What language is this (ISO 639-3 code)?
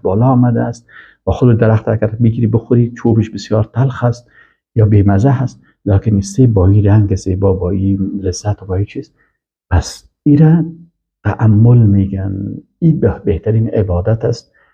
fas